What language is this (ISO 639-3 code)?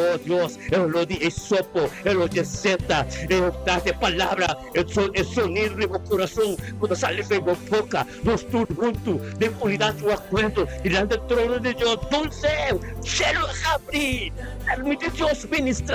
pap